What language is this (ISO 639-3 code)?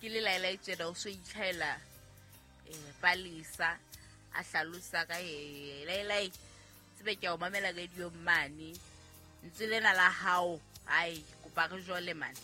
sot